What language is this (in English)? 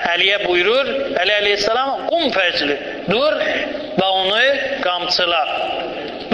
Azerbaijani